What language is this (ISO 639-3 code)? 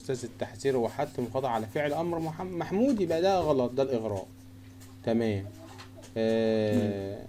arz